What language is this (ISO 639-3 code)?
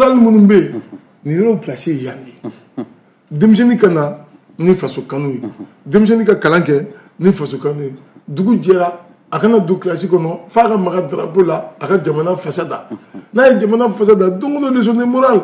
bam